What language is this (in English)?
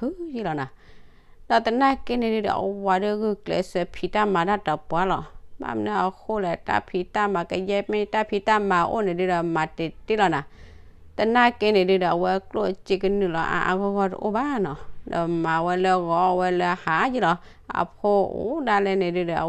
S'gaw Karen